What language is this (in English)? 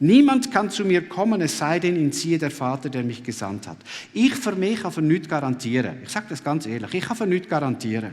Swiss German